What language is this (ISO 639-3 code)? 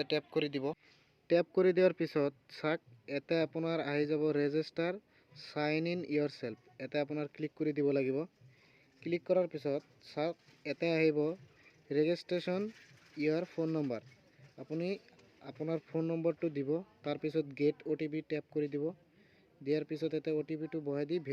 asm